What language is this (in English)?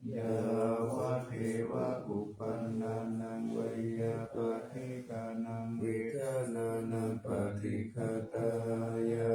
Pali